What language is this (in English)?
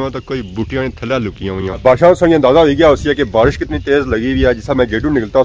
Pahari-Potwari